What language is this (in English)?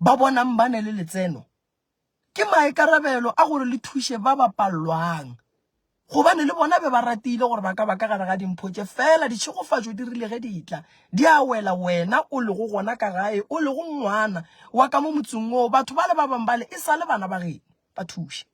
Northern Sotho